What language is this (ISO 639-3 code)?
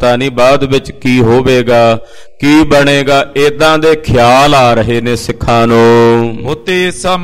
pan